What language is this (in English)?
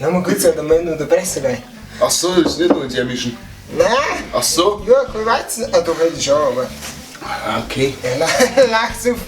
Bavarian